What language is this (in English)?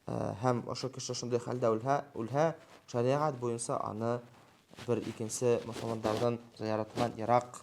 Bashkir